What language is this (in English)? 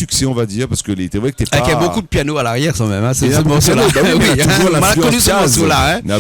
Réunion Creole French